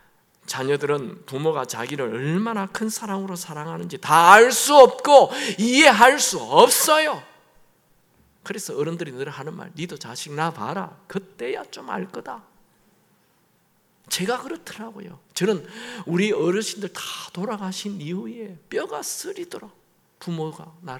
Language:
Korean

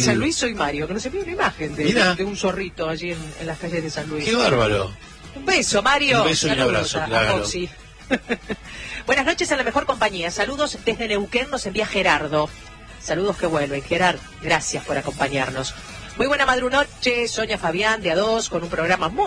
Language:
Spanish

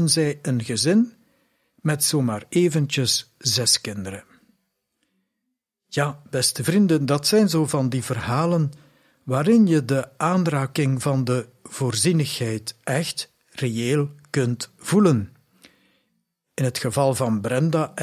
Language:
Dutch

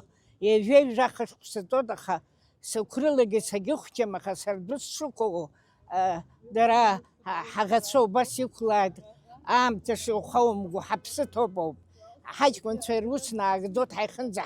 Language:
Abkhazian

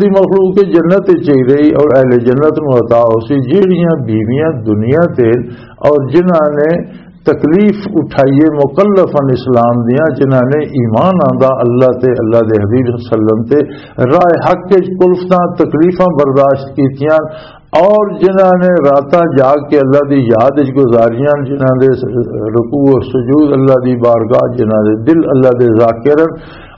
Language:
Western Panjabi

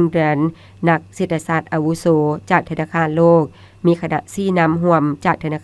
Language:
Lao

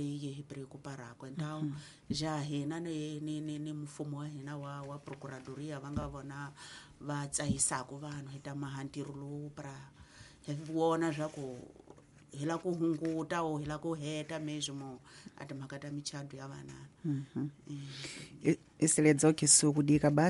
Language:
Tsonga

